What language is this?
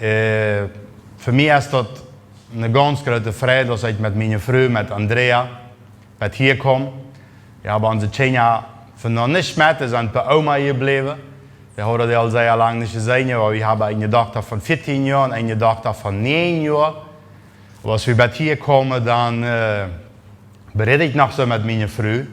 Plautdietsch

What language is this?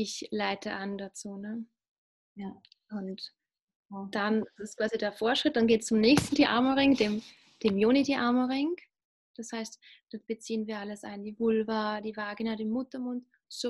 German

